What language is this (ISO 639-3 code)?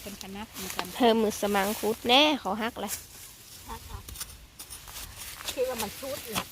lao